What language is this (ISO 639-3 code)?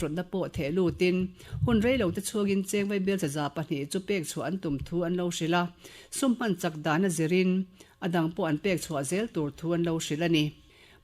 lus